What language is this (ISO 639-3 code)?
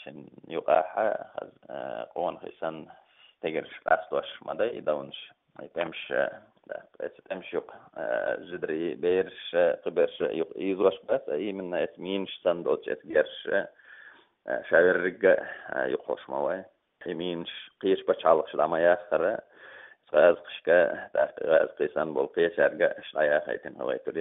che